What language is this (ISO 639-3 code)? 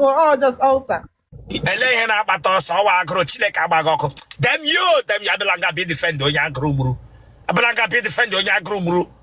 ibo